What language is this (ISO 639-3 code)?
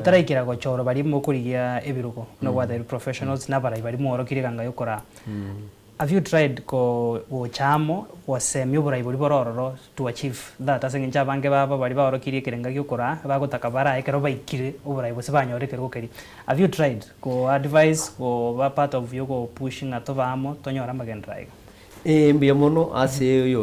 guz